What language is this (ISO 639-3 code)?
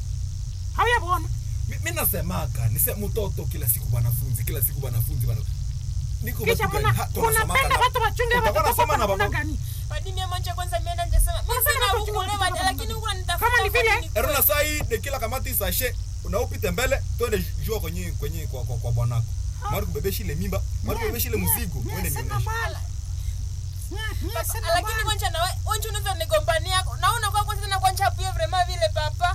swa